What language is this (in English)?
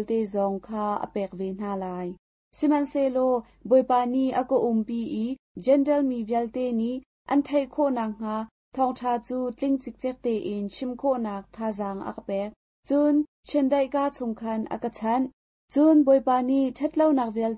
Hakha Chin